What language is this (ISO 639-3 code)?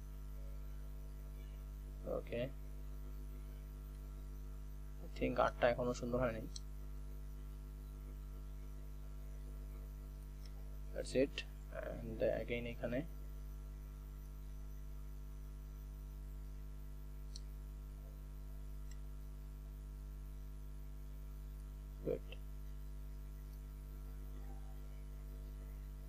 ben